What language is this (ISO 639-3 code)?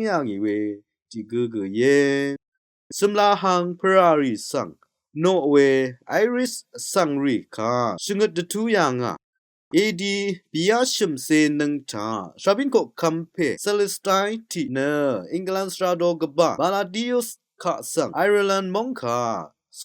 raw